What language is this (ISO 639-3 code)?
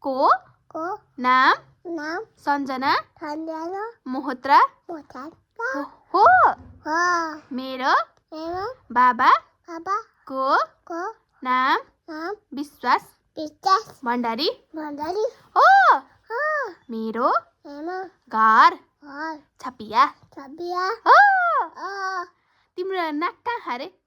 nep